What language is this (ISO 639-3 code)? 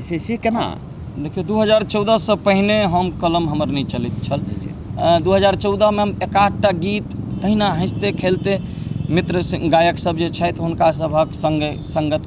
mai